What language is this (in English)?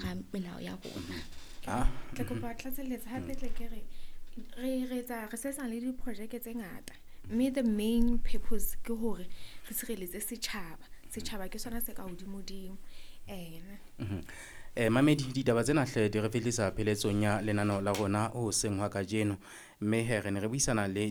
Southern Sotho